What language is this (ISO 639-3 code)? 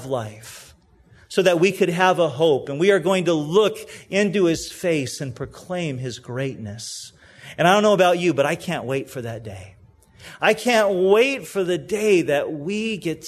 eng